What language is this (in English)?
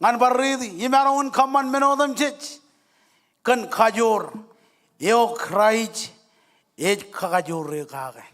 Marshallese